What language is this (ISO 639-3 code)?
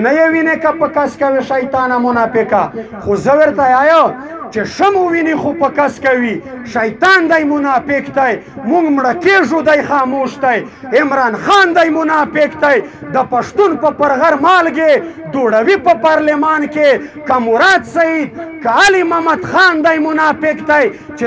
pus